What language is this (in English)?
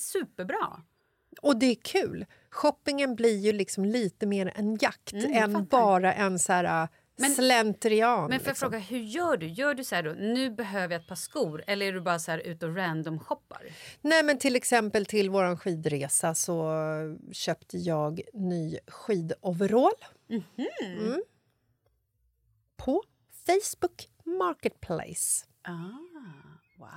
Swedish